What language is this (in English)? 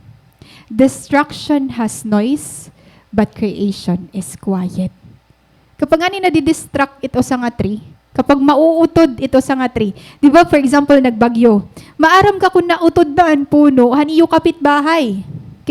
Waray